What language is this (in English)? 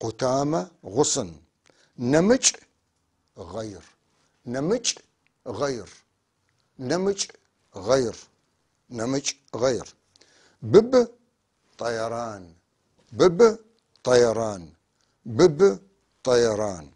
North Levantine Arabic